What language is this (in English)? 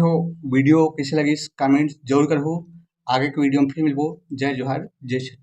Chhattisgarhi